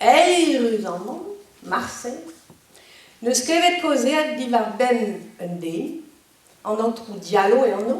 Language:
Breton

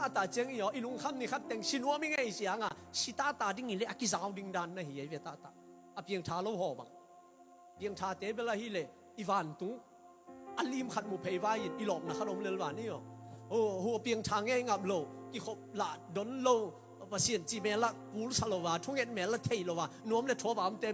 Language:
Tedim Chin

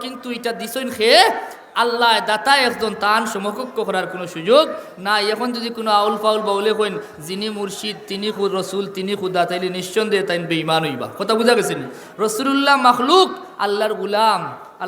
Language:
Sylheti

